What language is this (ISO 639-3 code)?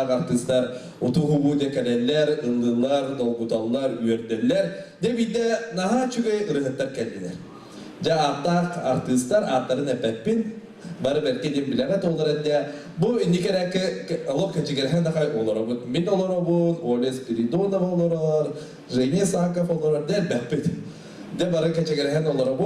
sah